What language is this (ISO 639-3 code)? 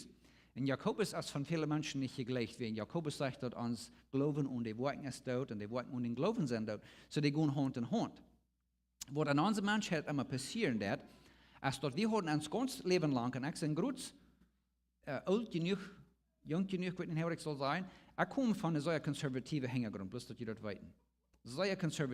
pdt